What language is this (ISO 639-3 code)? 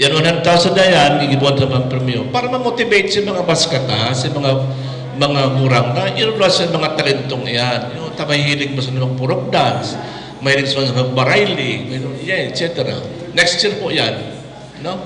bik